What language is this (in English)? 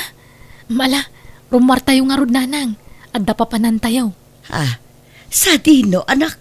Iloko